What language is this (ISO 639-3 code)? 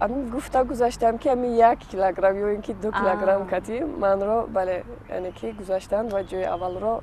tgk